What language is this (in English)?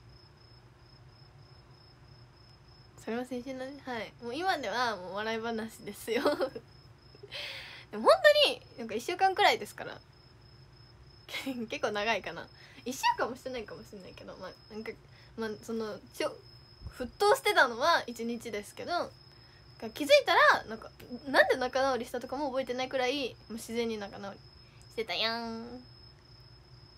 Japanese